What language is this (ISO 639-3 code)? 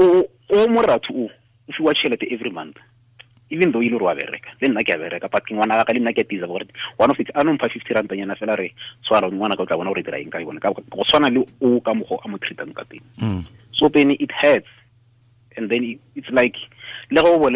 tsn